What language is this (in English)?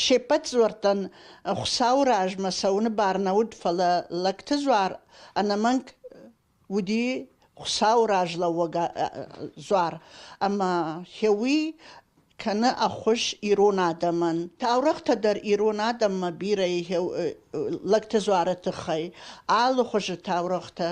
Ossetic